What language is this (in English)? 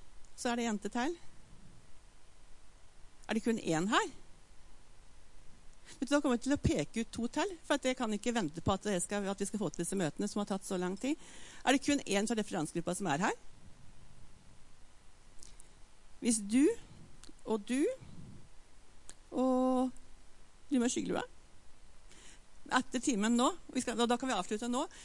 Norwegian